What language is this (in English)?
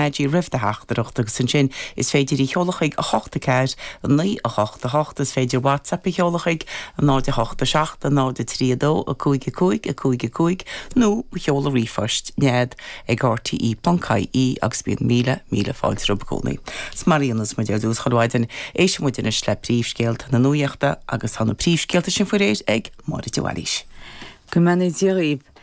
Irish